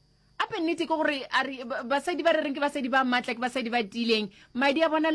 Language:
Northern Sotho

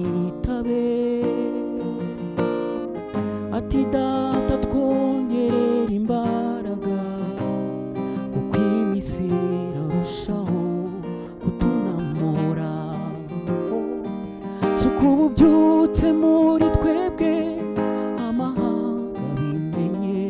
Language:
Kinyarwanda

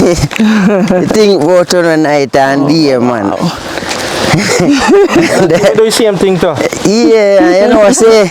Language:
Jamaican Creole English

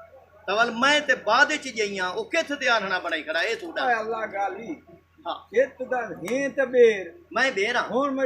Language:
Saraiki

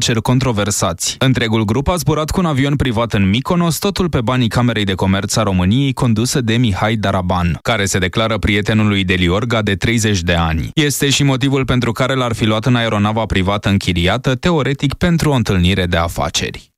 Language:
Romanian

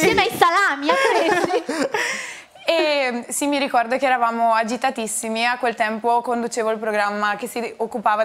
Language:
Italian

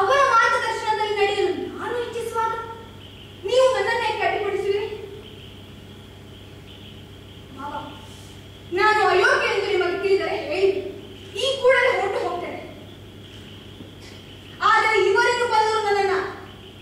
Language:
Kannada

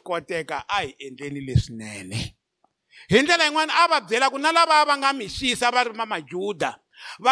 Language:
Tsonga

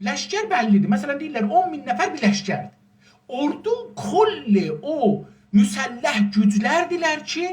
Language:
South Azerbaijani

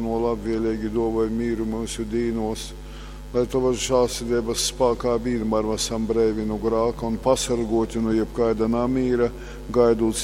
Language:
Latgalian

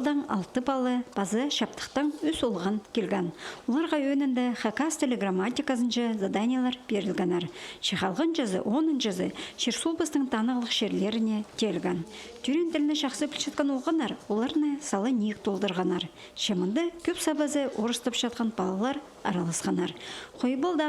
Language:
Khakas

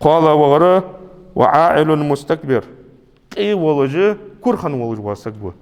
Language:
Ingush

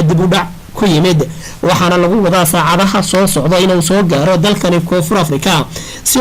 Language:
Somali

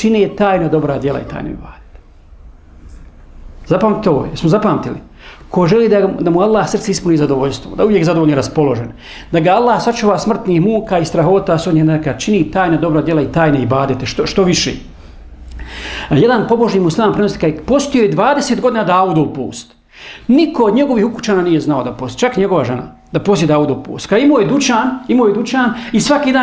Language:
Bosnian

